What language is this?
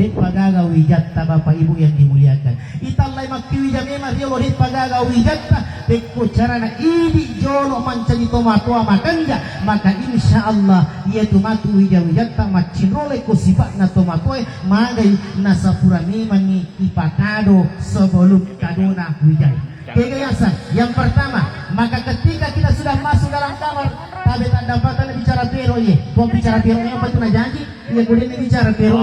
Buginese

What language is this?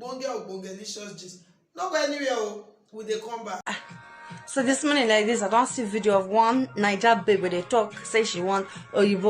Nigerian Pidgin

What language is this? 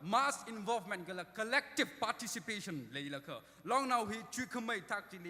Tangkhul Naga (India)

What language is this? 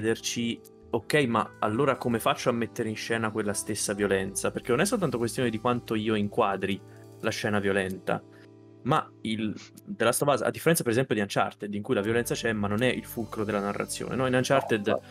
Italian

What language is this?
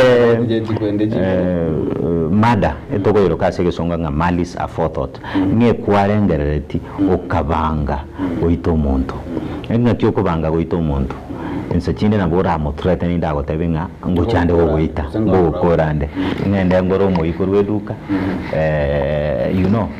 Gusii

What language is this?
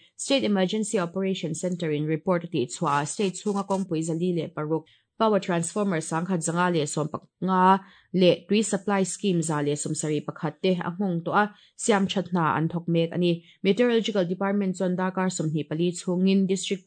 Mizo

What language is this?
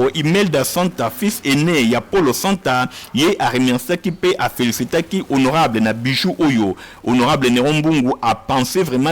Lingala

